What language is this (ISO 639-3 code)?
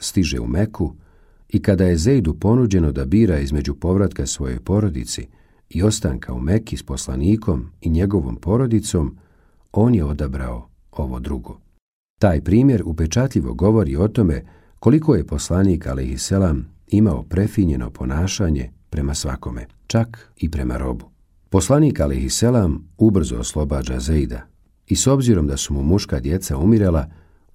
bos